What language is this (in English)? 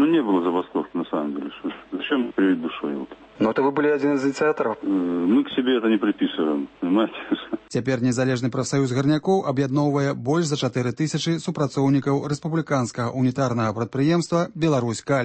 Belarusian